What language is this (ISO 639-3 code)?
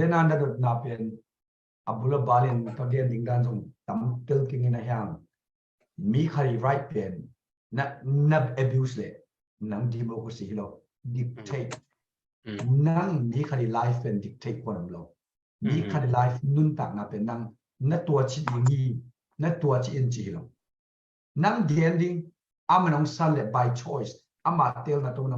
ctd